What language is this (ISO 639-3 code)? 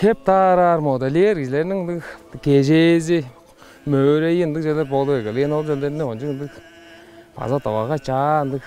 tyv